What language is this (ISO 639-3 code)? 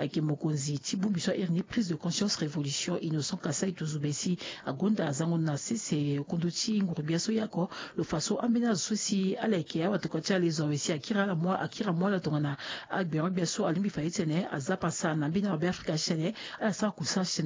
sag